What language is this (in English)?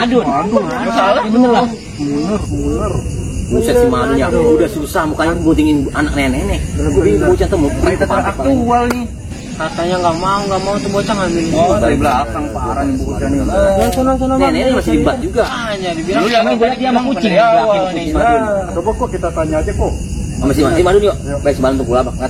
Betawi